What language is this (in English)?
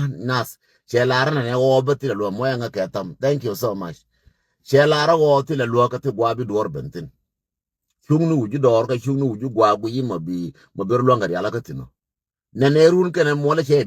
Nuer